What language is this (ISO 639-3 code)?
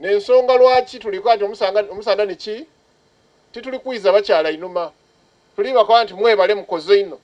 xog